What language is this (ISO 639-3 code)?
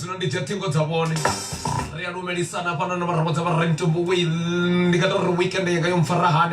ven